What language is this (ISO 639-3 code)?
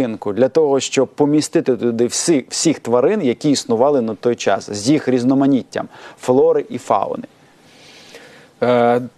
ukr